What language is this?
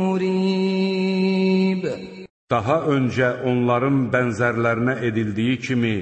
Azerbaijani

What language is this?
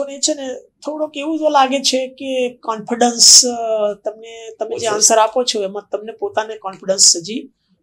Gujarati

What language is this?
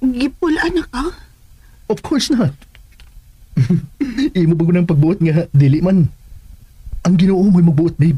Cebuano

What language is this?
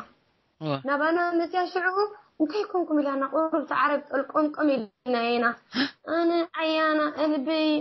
Tigrinya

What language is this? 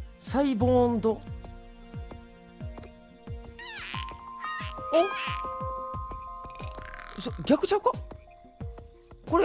Japanese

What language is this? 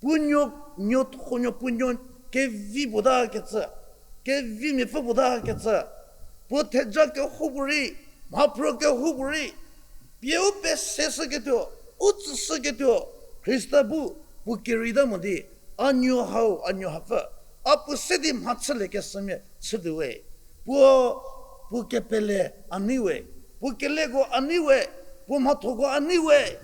Angami Naga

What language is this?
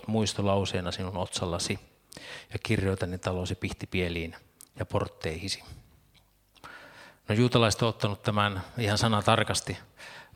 Finnish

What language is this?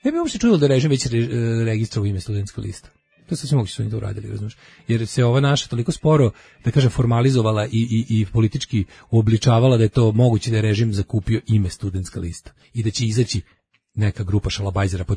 Serbian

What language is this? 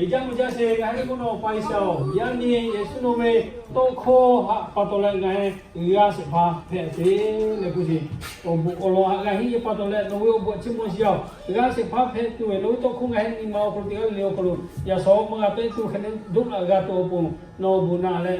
Lahu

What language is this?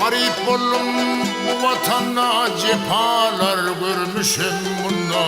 Turkmen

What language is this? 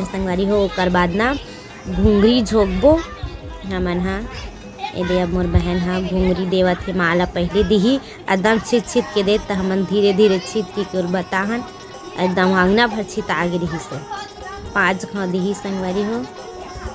Chhattisgarhi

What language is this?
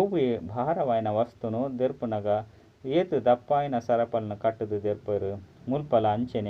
Tulu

